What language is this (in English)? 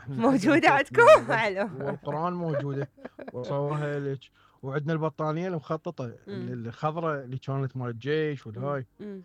Mesopotamian Arabic